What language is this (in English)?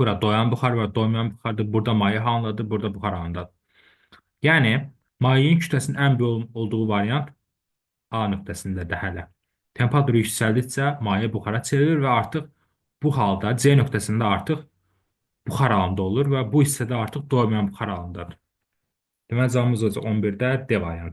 Azerbaijani